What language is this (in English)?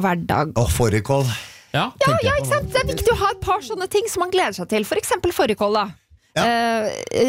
Norwegian